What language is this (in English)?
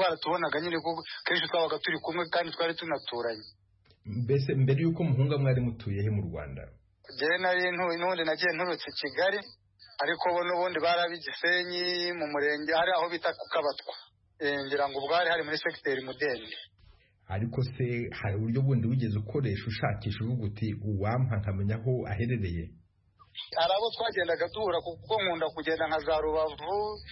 Kinyarwanda